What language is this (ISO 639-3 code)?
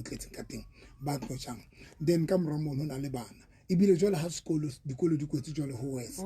sot